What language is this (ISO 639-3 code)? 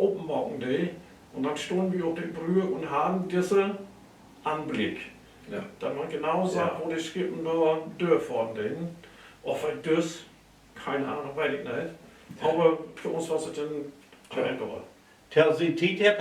nds